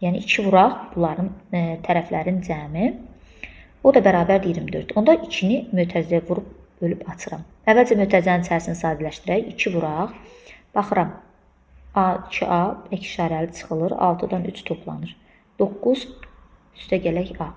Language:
Azerbaijani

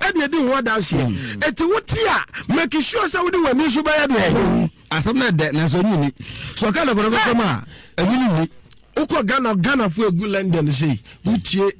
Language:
Akan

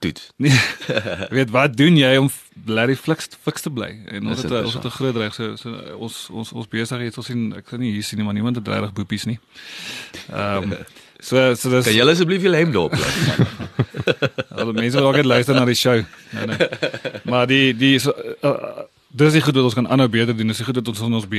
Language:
Afrikaans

